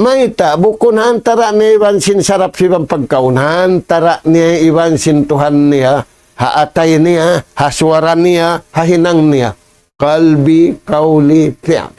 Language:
Tausug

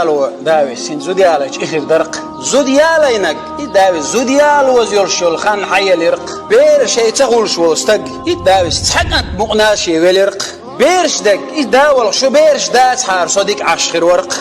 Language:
Chechen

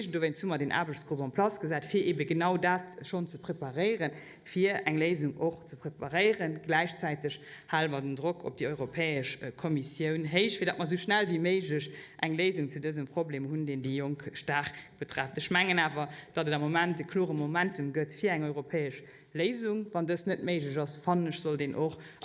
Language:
Luxembourgish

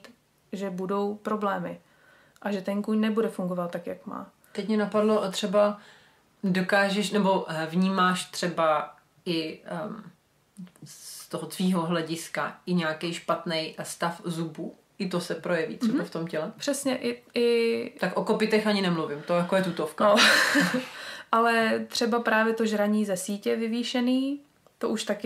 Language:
Czech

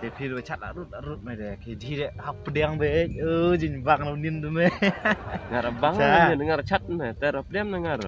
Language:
Khasi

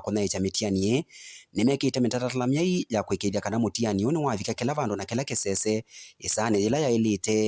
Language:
Kamba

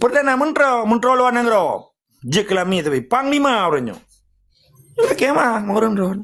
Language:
Achinese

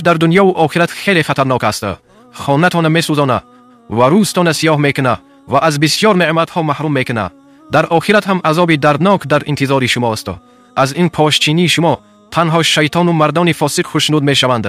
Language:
Tajik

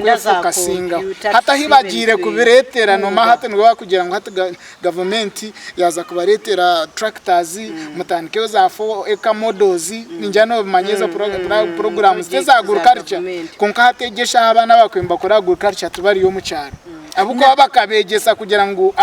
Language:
Nyankole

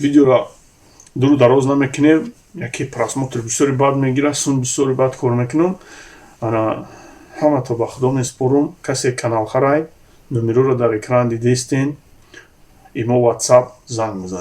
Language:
Tajik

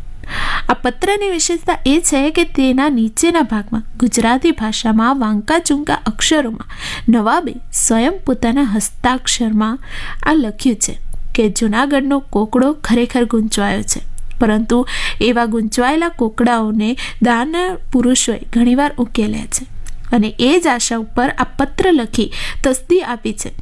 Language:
Gujarati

